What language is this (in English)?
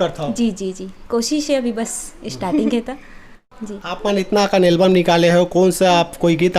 Chhattisgarhi